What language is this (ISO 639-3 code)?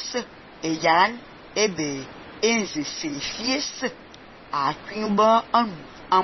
fan